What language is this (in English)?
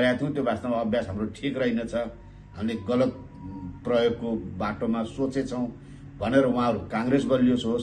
Nepali